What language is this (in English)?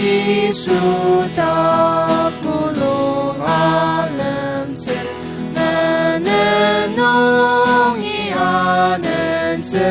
Ao Naga